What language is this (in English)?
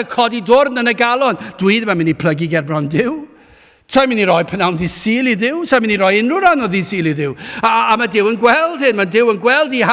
Welsh